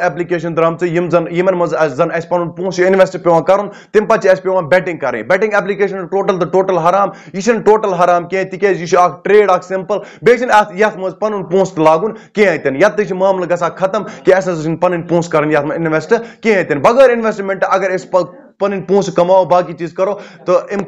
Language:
Kashmiri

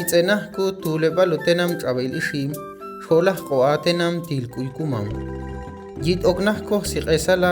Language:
Ixil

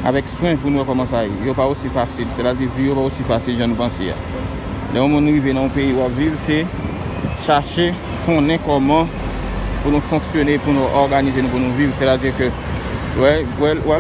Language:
Haitian Creole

